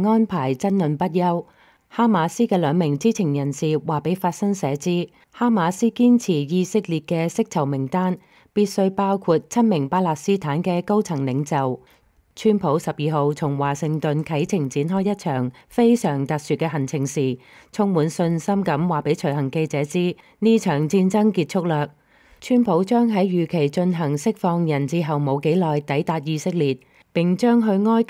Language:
Cantonese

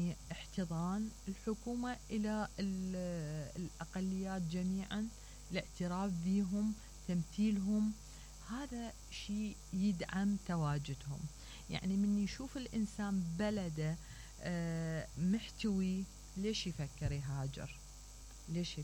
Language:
Mesopotamian Arabic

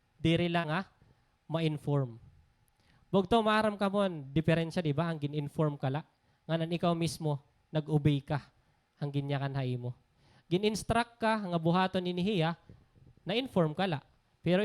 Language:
Waray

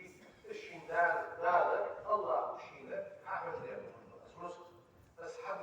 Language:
Ingush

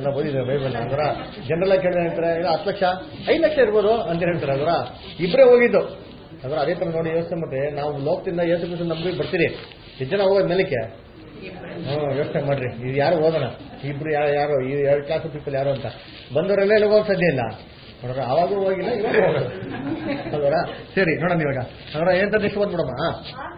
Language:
Kannada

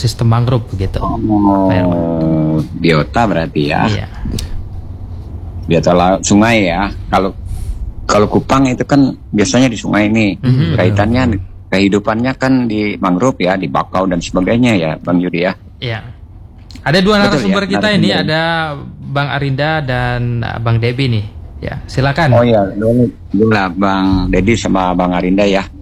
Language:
Indonesian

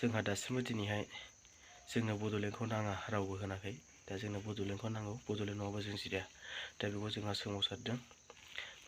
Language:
Bodo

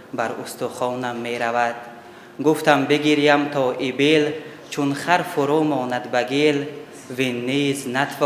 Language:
Tajik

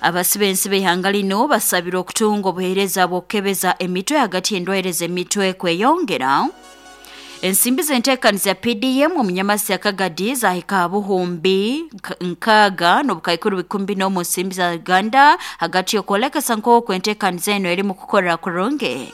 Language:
Nyoro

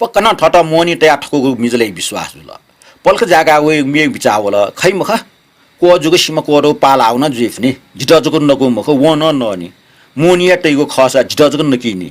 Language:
Newari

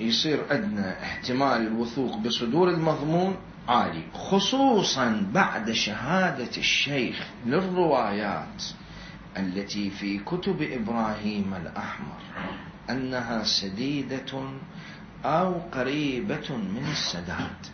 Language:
Mesopotamian Arabic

